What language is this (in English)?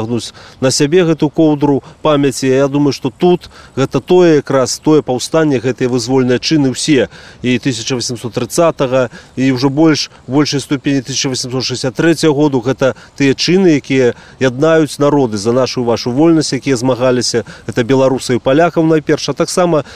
Belarusian